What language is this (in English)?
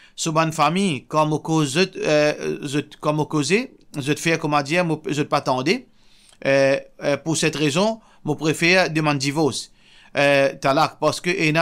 Morisyen